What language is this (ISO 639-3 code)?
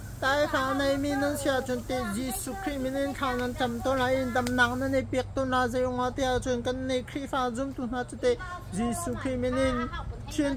cnh